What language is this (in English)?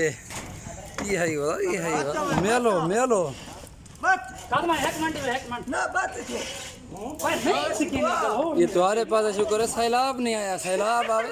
Saraiki